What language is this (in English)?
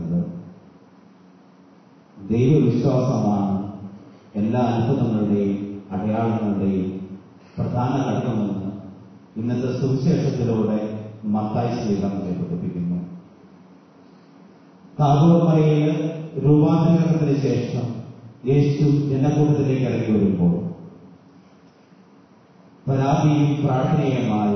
Malayalam